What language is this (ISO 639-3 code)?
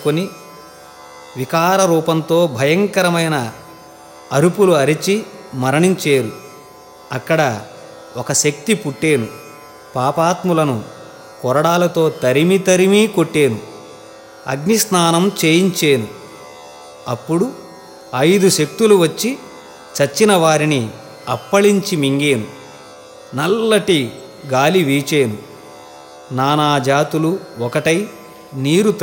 tel